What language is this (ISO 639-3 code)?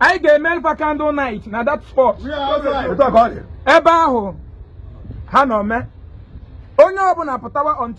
ibo